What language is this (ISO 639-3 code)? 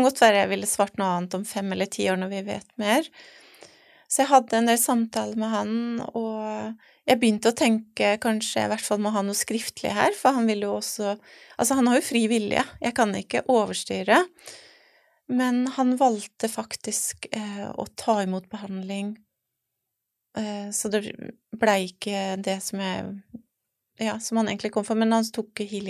nor